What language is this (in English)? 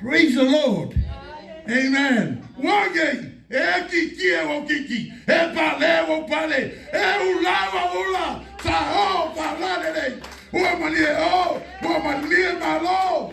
Samoan